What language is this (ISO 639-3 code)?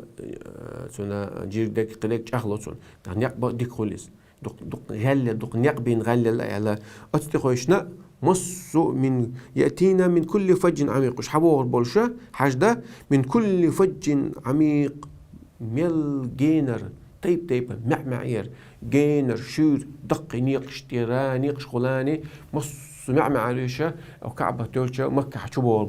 che